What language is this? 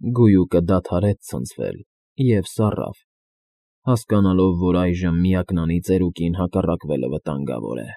Armenian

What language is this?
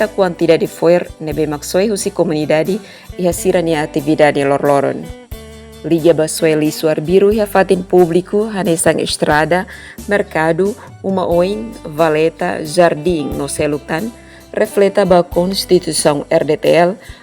Tetum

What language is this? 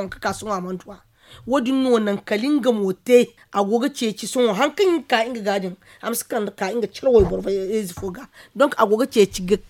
Zarma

